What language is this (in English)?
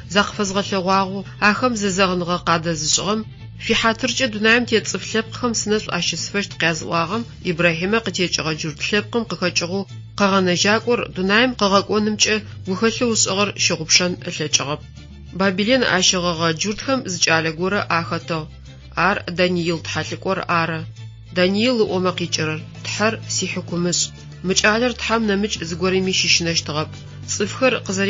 Adyghe